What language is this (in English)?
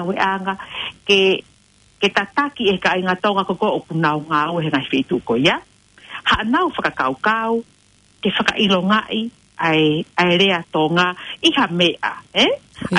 Tongan